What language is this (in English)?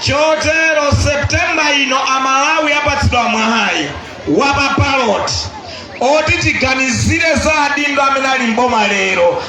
Nyanja